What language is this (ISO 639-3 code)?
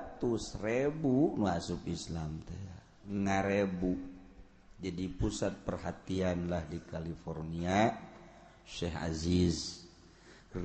sun